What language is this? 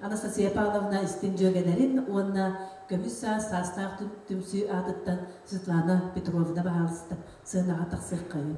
Yakut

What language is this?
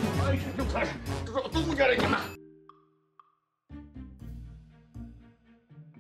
Burmese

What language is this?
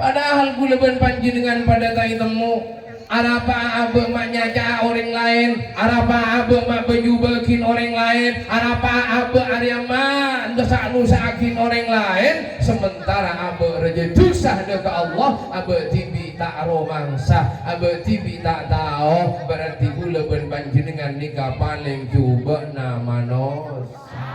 Madurese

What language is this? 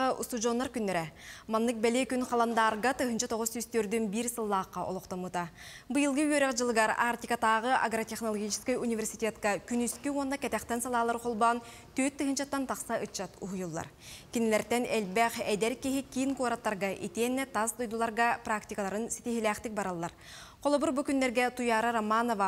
Yakut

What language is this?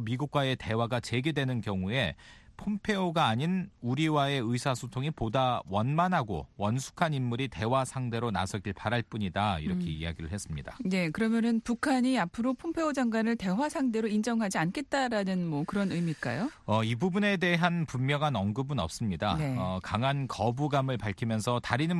Korean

